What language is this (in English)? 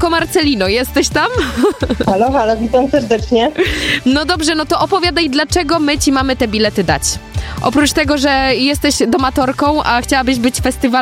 Polish